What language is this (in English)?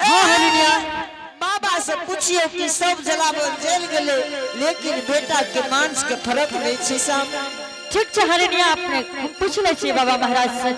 Angika